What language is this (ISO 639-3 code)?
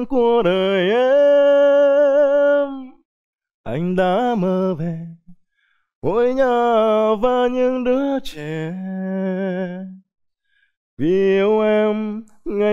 vie